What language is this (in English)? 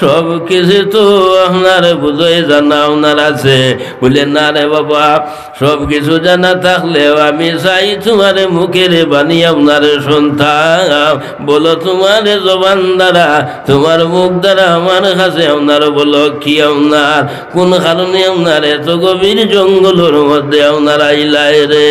Sylheti